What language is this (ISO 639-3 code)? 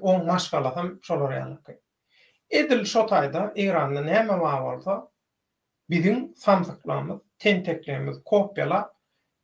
tuk